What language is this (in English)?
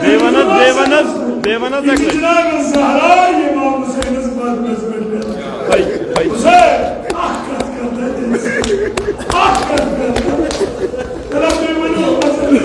Kashmiri